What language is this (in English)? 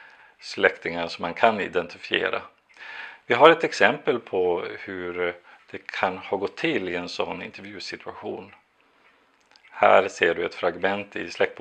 Swedish